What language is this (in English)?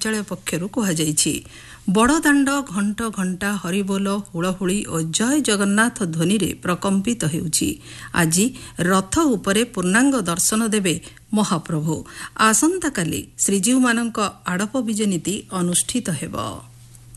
Odia